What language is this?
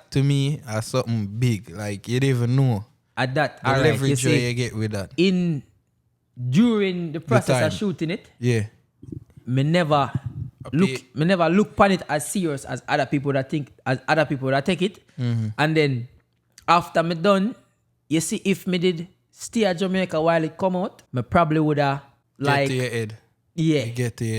Jamaican Creole English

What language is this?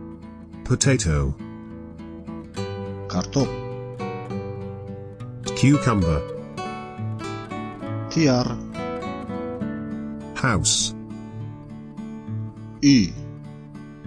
Kazakh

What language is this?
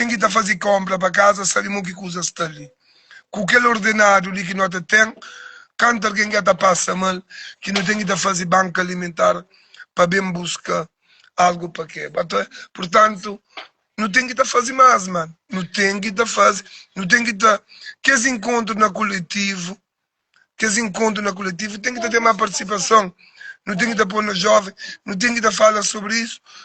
Kabuverdianu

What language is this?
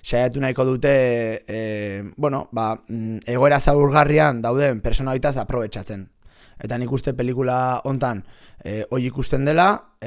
Basque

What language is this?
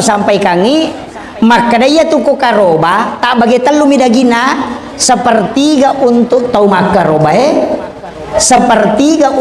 Buginese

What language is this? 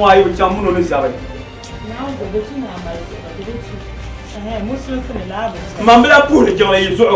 Dagbani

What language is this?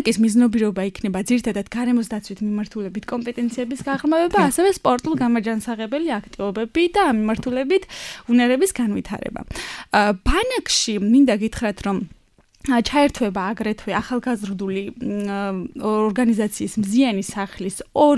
Georgian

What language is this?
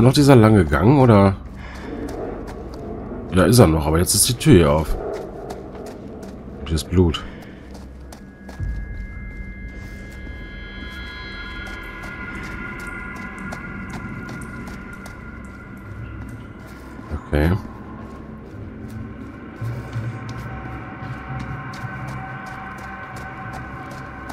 German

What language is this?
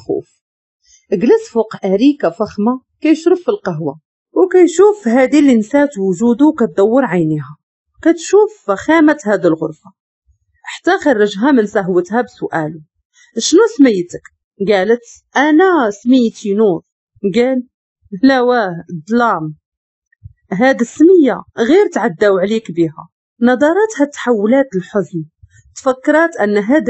Moroccan Arabic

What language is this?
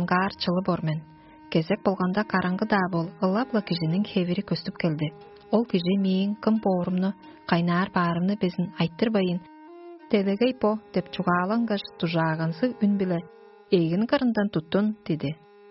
Tuvinian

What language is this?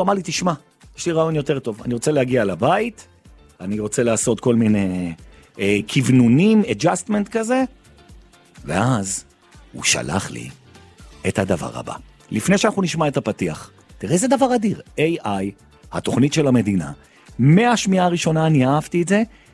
Hebrew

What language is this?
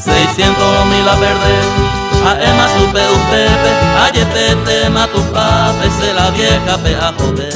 Guarani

